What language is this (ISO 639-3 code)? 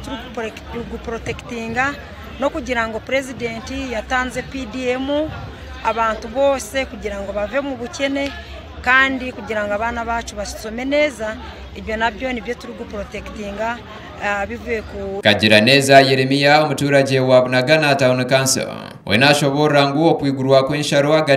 nyn